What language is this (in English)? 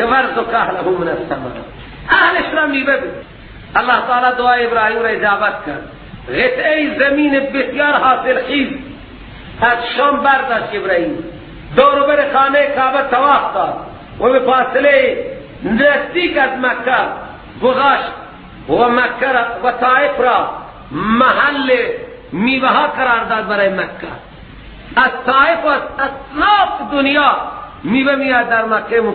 Persian